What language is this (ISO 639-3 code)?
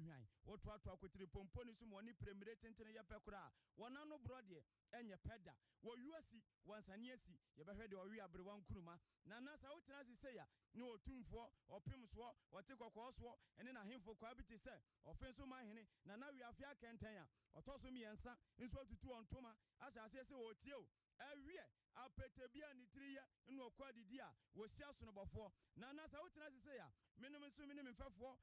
aka